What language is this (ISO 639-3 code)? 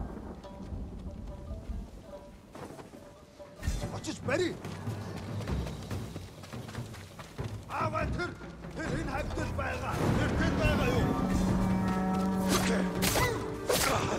eng